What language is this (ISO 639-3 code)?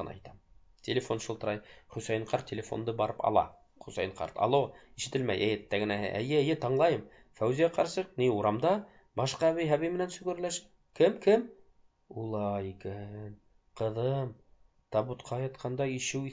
bak